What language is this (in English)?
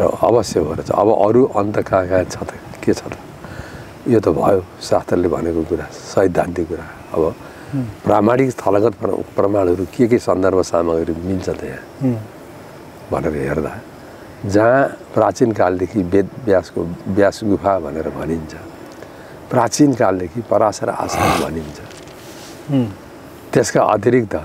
Nepali